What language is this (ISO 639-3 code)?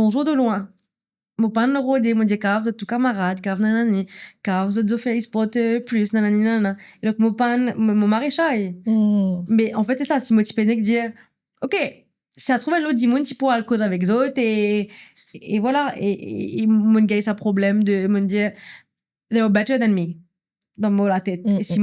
mfe